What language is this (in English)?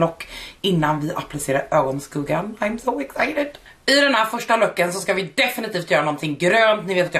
Swedish